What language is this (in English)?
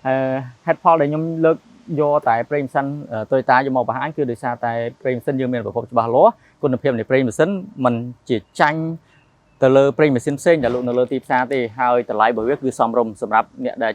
Khmer